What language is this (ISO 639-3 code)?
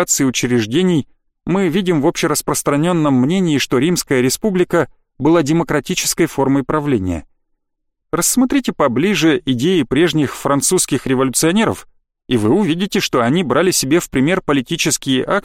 rus